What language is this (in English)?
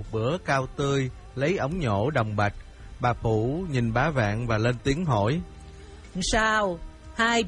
Vietnamese